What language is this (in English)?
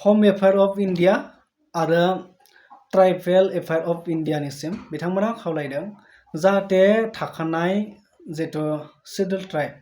Bodo